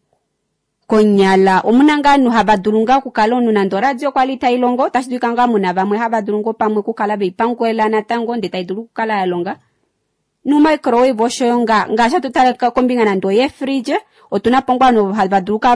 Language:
Kuanyama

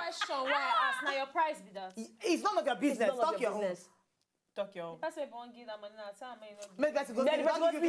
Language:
Nigerian Pidgin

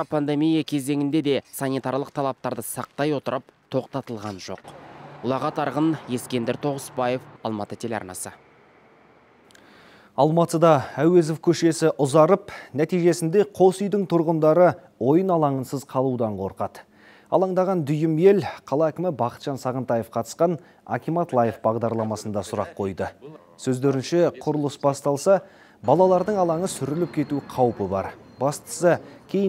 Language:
Kazakh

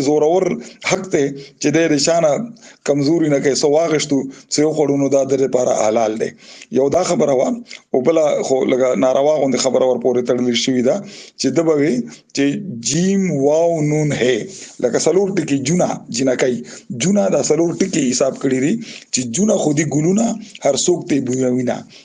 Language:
Pashto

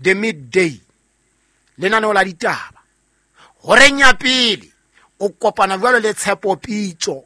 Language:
Southern Sotho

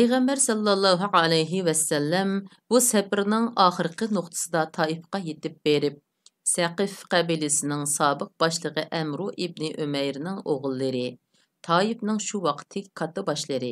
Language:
Uyghur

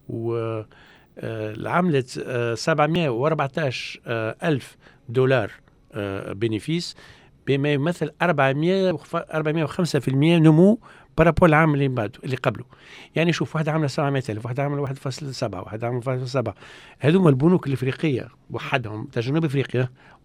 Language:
Tunisian Arabic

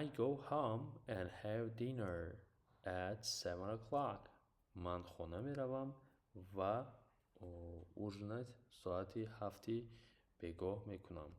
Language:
Tajik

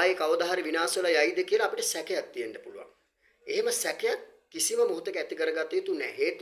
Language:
Sinhala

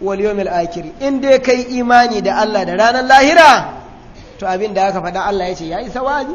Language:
Hausa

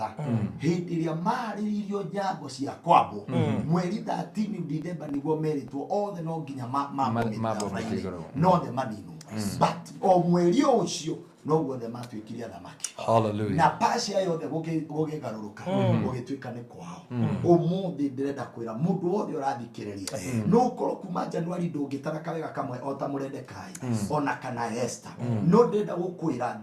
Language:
Kikuyu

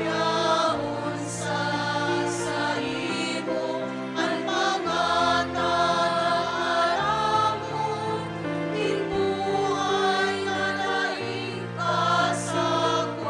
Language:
Bikol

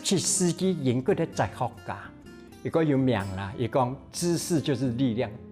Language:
Hakka Chinese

